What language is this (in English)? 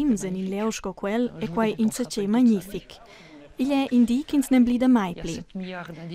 Romansh